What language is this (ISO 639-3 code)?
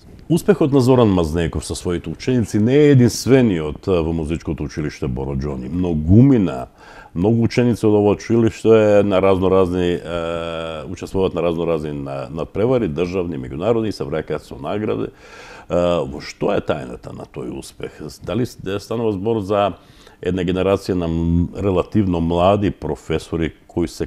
mkd